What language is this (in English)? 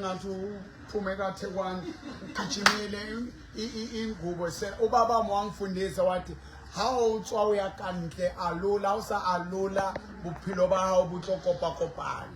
Southern Sotho